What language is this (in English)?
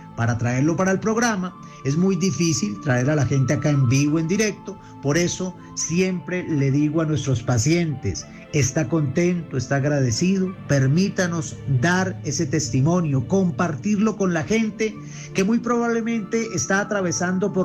Spanish